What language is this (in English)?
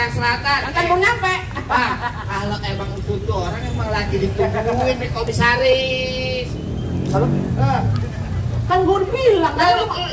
Betawi